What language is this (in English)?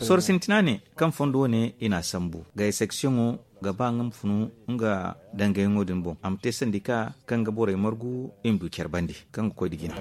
Zarma